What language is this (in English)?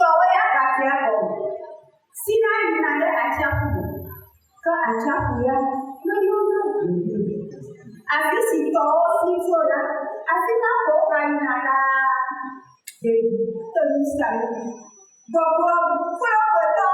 Ewe